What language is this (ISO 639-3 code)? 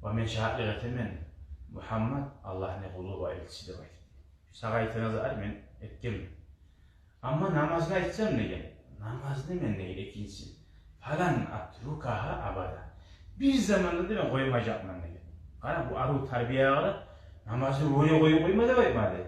kum